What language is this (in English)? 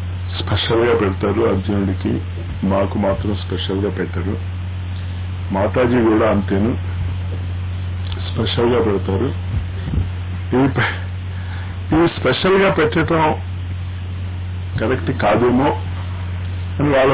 Telugu